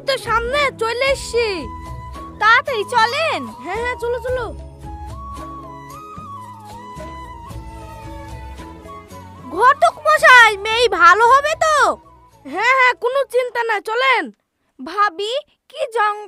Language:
Bangla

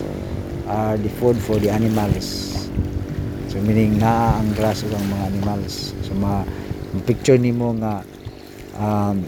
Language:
Cebuano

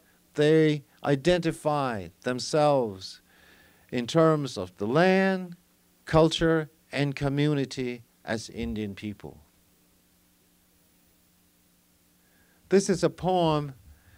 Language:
English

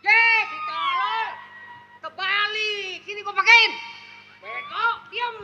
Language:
Betawi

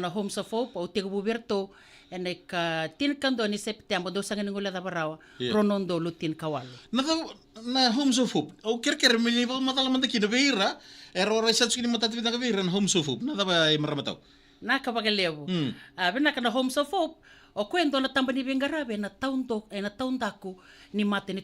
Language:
Fijian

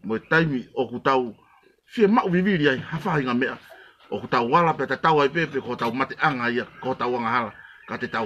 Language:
Tongan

